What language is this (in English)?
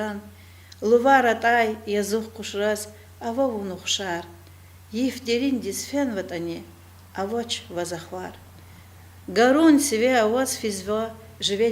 Lezghian